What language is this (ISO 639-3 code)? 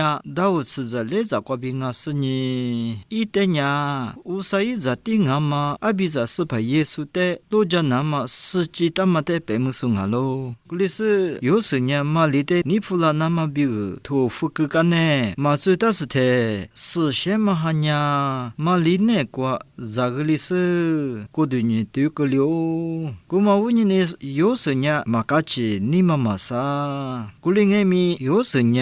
lis